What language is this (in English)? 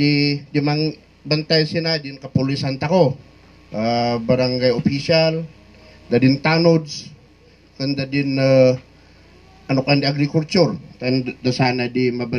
Kankanaey